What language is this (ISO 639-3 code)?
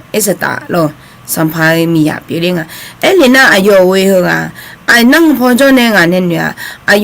ahk